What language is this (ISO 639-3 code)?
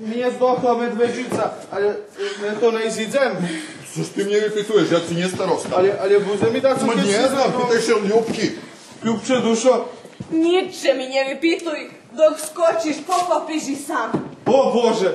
rue